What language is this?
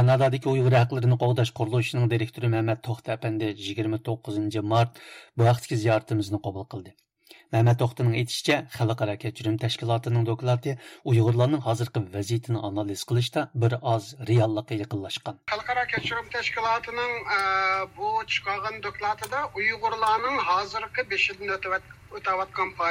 Uyghur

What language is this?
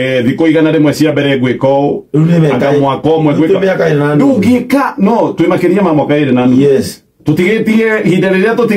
Kikuyu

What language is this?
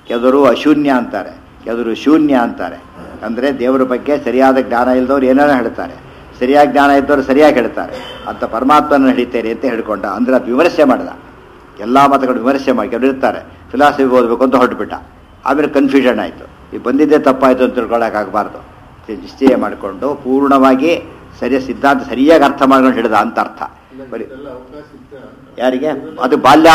Kannada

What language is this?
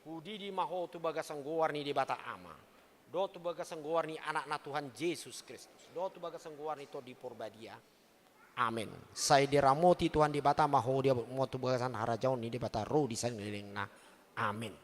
Batak Toba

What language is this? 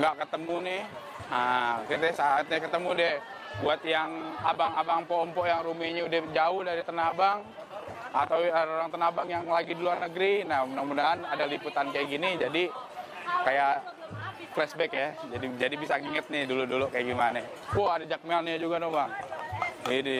Betawi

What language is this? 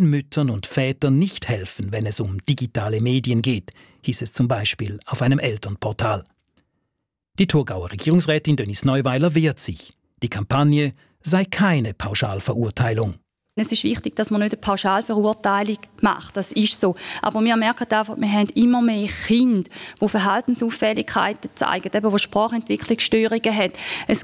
German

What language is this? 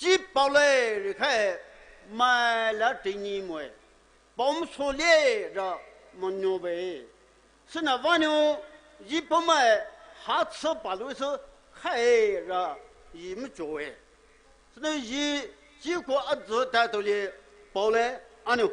Poumei Naga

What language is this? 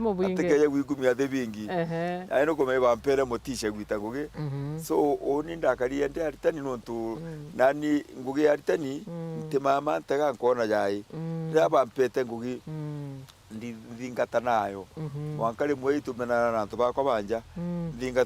Meru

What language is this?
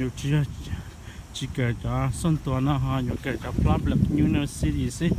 Hmong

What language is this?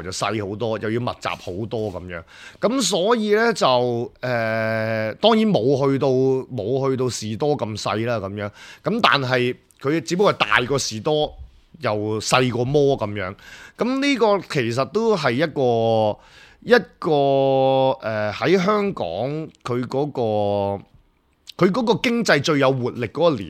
Cantonese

